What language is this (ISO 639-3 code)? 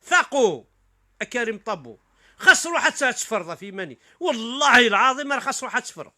kab